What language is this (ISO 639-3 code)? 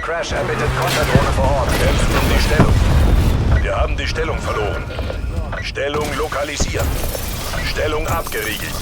bar